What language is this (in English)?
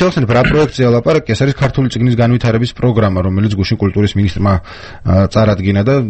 Georgian